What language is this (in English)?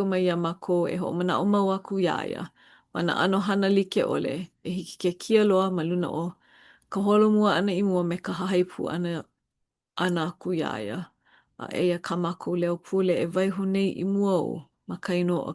Hawaiian